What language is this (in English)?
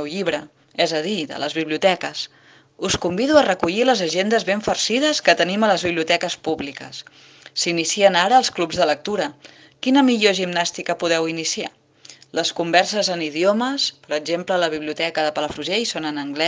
Catalan